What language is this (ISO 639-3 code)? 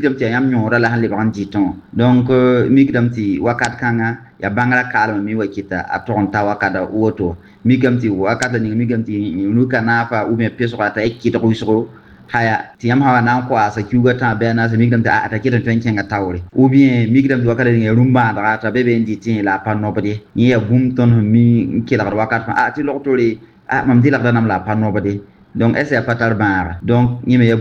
mos